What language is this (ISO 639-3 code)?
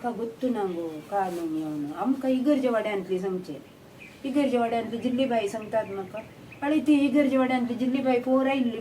kok